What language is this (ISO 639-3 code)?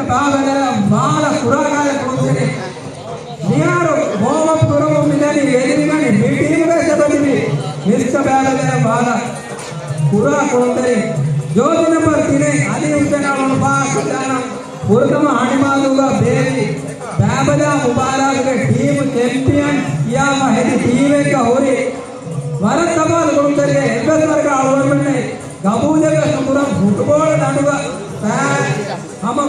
div